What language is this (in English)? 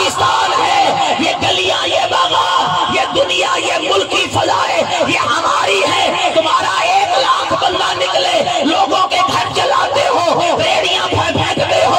Urdu